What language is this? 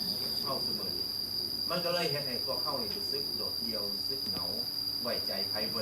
Lao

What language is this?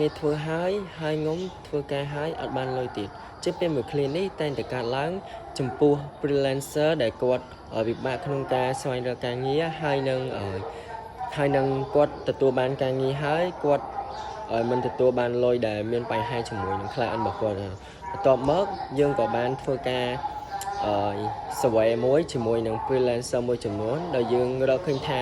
Khmer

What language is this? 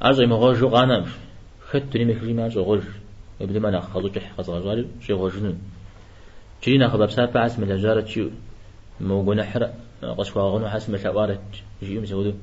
Kabardian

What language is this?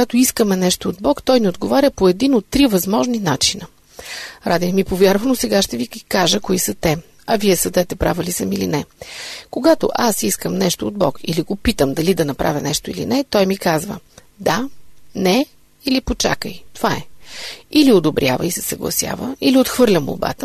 Bulgarian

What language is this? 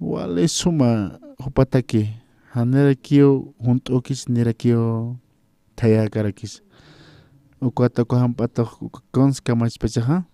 Aymara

